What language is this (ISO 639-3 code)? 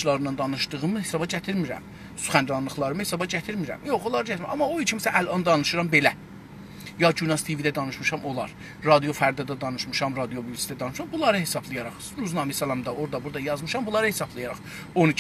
azb